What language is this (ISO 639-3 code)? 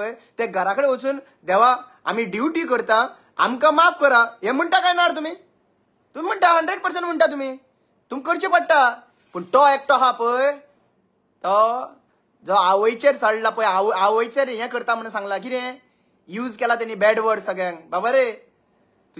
kok